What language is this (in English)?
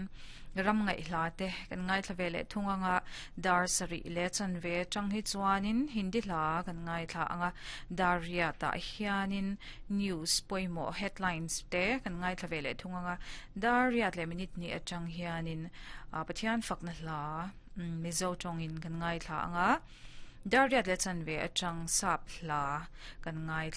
Mizo